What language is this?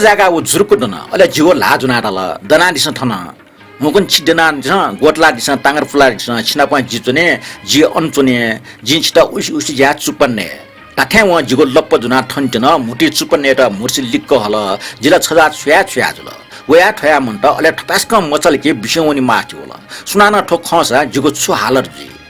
Newari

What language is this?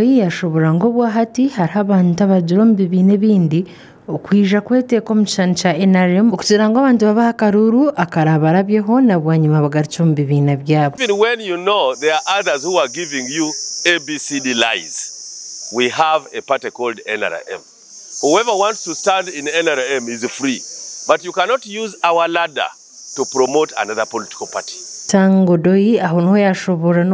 Nyankole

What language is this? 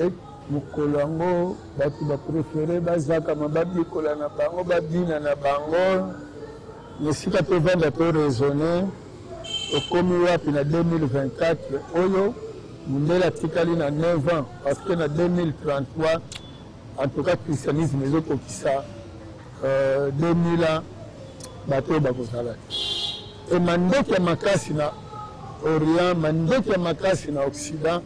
Lingala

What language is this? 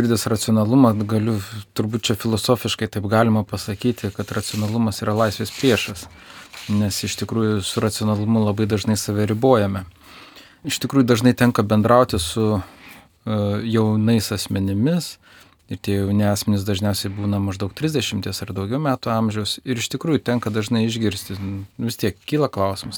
Lithuanian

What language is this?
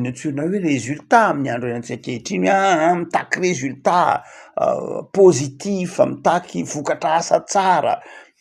Malagasy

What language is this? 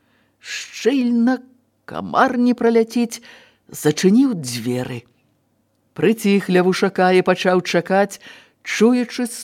Belarusian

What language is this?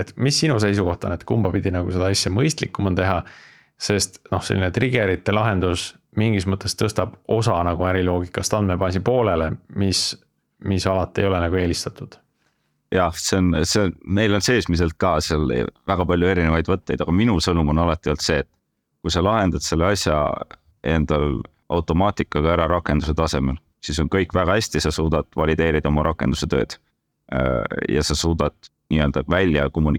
Estonian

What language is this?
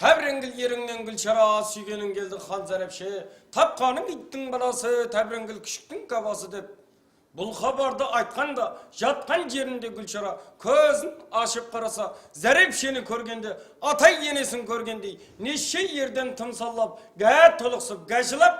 Kara-Kalpak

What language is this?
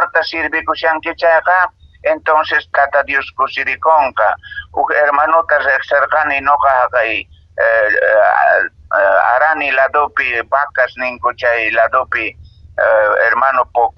Quechua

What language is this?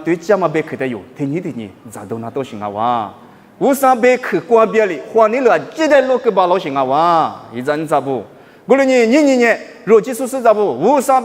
Lisu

